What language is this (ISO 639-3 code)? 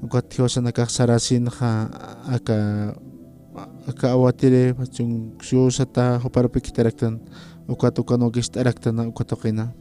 aym